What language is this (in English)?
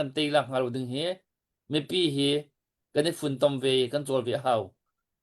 Hakha Chin